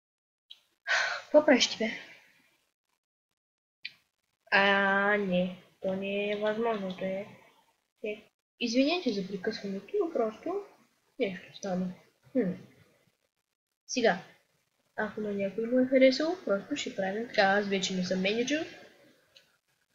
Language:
Bulgarian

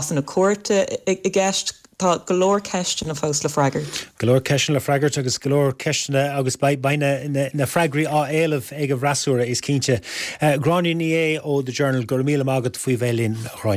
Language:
Irish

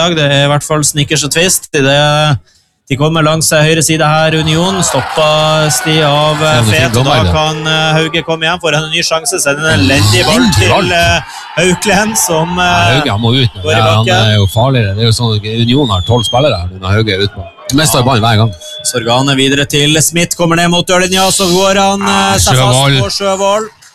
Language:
Norwegian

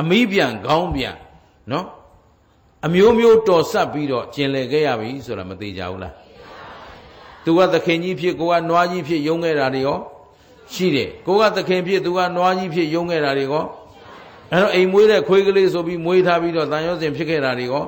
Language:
Burmese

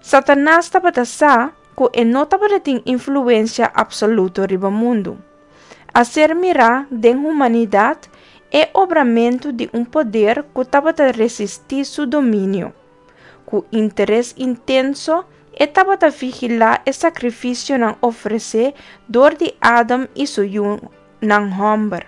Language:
Papiamento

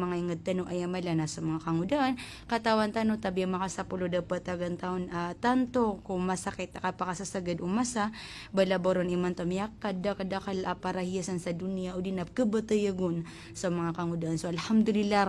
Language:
Maranao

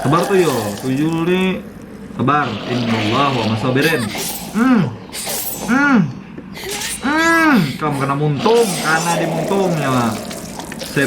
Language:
Banjar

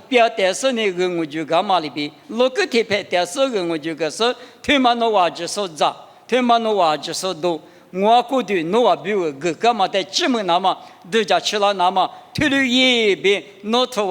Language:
Lisu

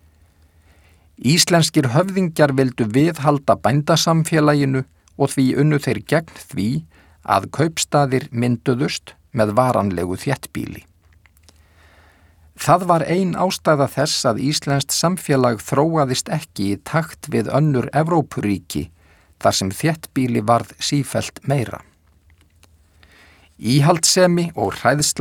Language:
Icelandic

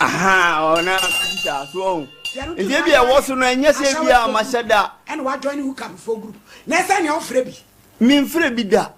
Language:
Akan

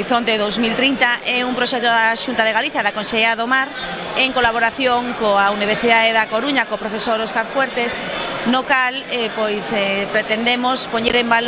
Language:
Galician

